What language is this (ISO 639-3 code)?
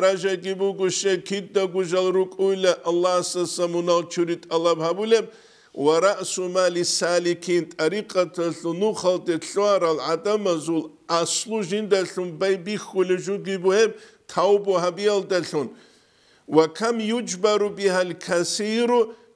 ava